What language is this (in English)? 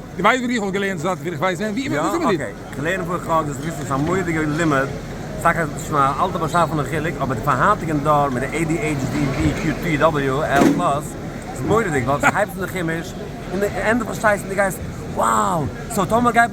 Yiddish